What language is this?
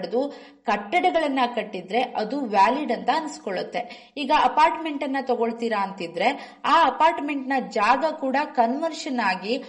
Kannada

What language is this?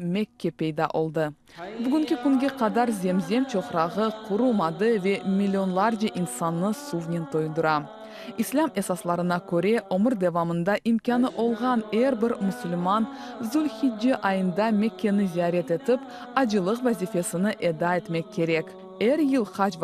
Crimean Tatar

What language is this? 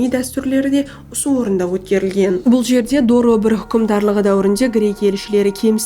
Kara-Kalpak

